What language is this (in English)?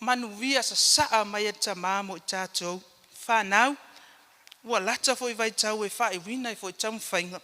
Samoan